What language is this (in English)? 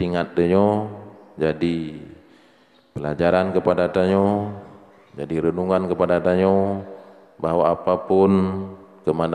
Achinese